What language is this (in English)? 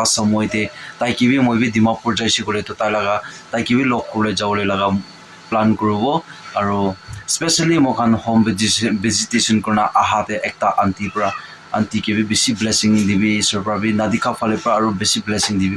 Naga Pidgin